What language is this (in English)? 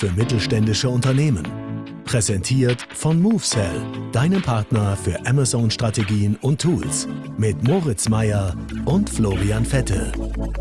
German